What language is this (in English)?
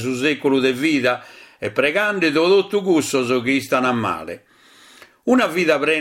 Sardinian